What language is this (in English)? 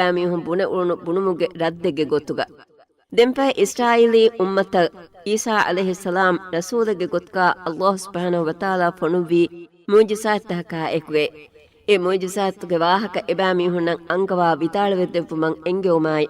Divehi